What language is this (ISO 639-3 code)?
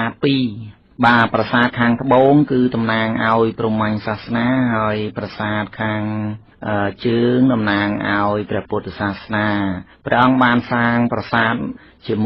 khm